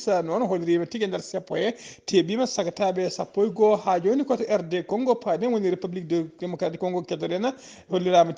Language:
Fula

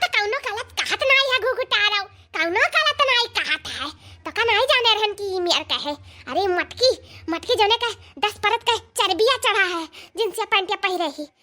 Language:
Awadhi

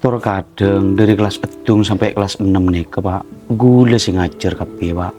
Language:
Madurese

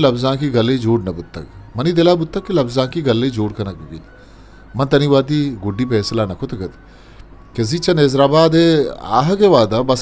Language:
Eastern Balochi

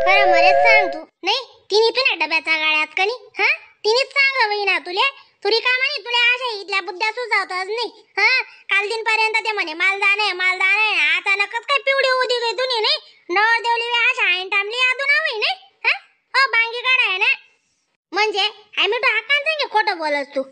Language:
Khandesi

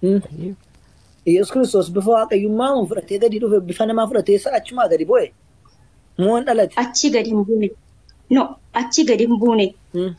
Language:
Oromo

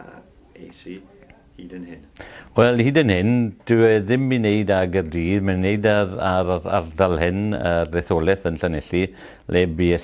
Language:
Welsh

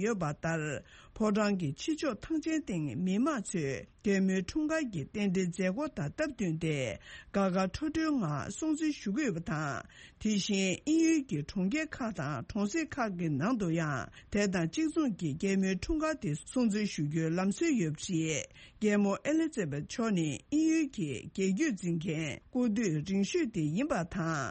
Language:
Tibetan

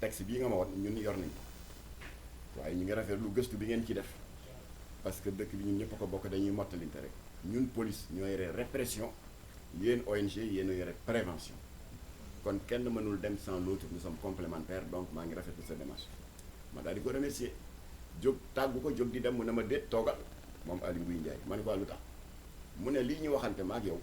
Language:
Wolof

